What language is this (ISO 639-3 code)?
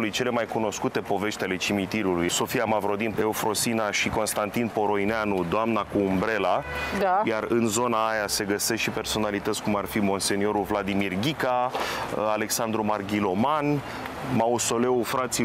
ron